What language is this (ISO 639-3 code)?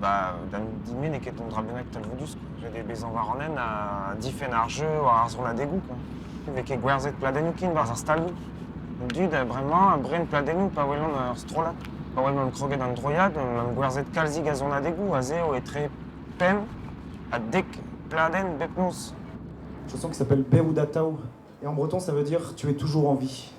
bre